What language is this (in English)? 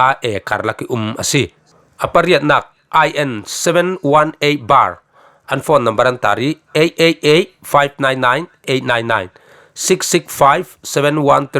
Falam Chin